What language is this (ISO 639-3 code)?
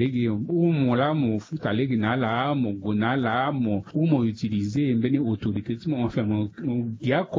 sag